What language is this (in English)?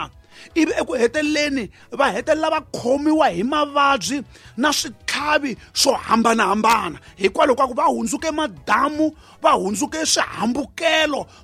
Tsonga